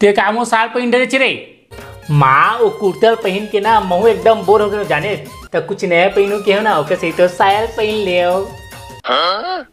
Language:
Chhattisgarhi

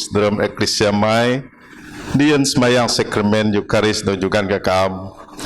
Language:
Biatah Bidayuh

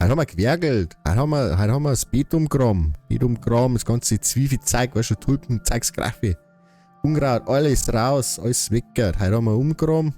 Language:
Bavarian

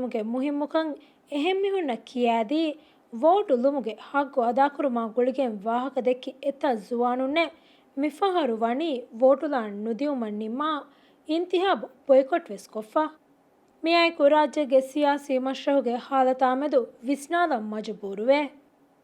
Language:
Divehi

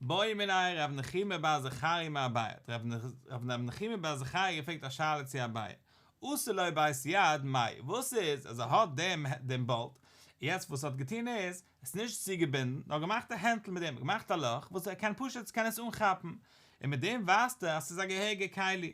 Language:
Yiddish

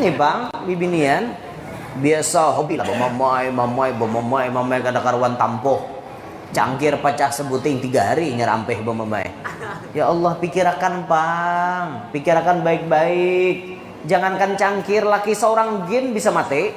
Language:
Banjar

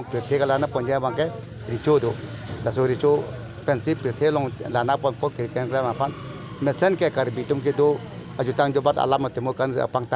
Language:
Karbi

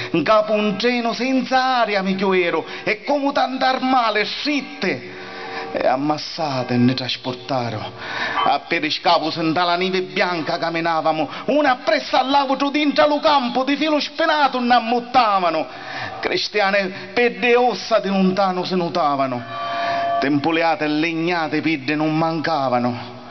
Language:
Sicilian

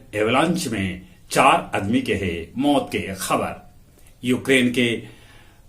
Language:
Magahi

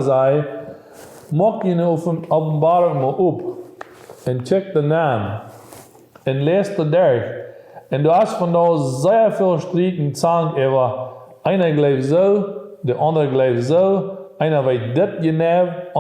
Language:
Plautdietsch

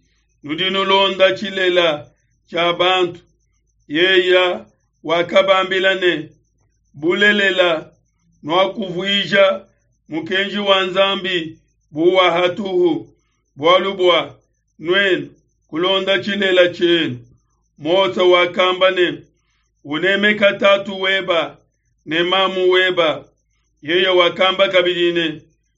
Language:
Luba-Lulua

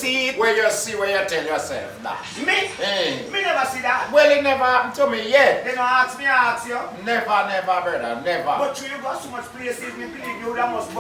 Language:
Jamaican Creole English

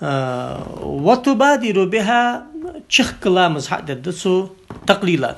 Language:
Ingush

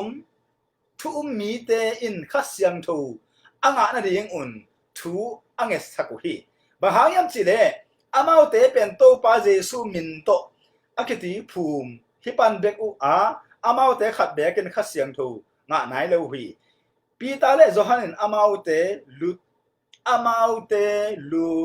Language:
Tedim Chin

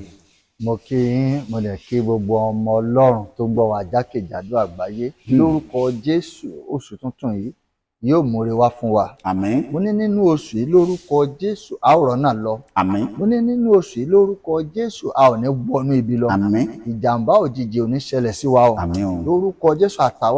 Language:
Yoruba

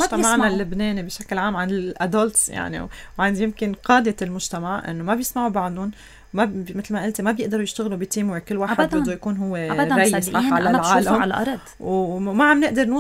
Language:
North Levantine Arabic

